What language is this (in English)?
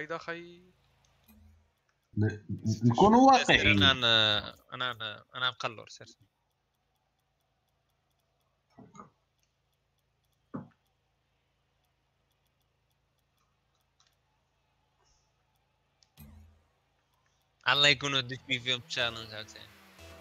Moroccan Arabic